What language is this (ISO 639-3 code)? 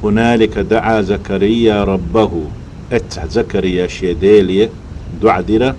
che